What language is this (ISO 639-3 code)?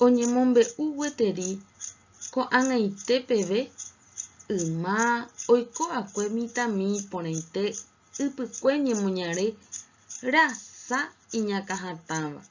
grn